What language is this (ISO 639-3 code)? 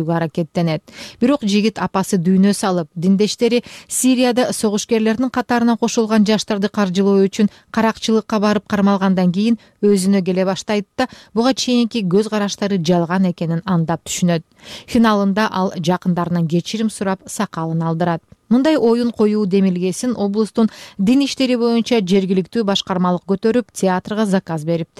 kir